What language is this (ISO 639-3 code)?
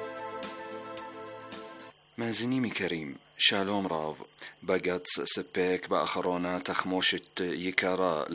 heb